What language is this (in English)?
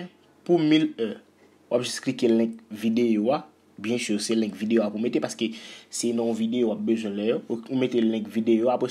Haitian Creole